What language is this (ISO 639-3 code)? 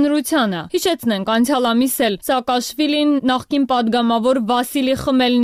hye